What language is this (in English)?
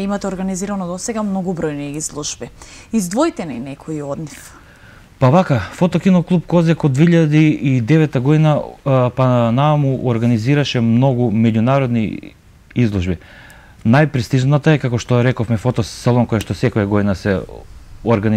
Macedonian